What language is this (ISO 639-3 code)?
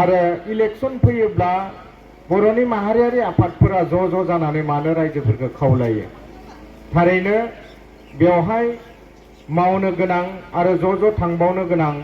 brx